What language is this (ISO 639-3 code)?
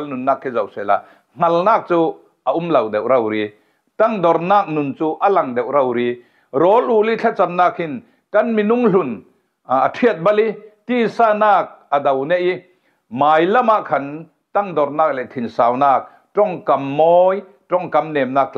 cfm